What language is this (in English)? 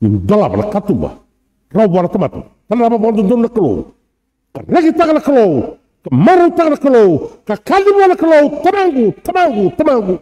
Fijian